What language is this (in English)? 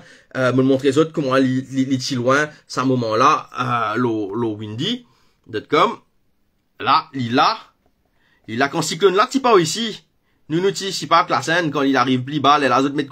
Morisyen